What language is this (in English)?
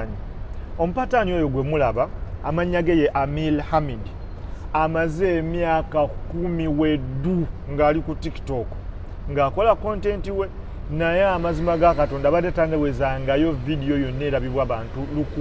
Ganda